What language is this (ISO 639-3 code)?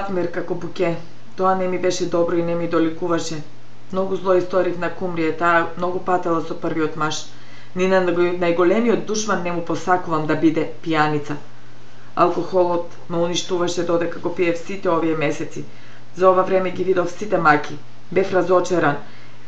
mkd